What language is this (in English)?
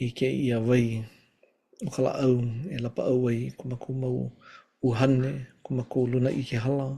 Hawaiian